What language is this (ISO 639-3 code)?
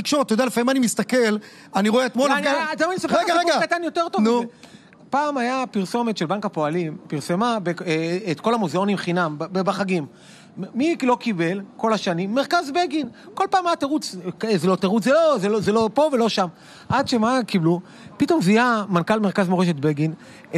heb